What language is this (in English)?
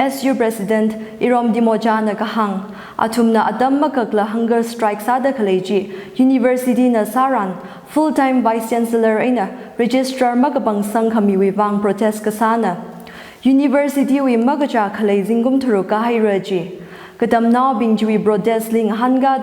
Tangkhul Naga (India)